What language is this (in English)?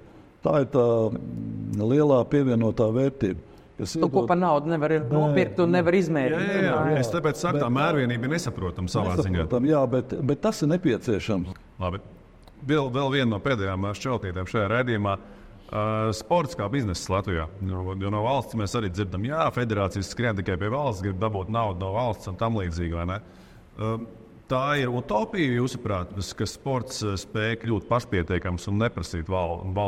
Latvian